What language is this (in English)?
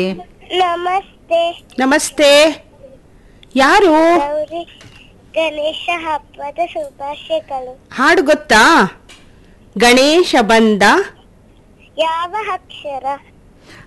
Kannada